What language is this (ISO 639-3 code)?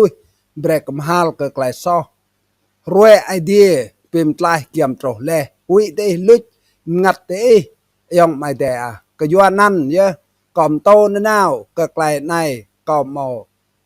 rad